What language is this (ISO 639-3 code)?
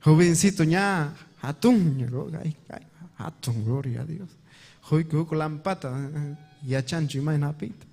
quy